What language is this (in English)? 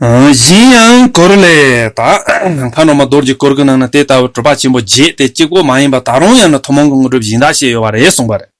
Tibetan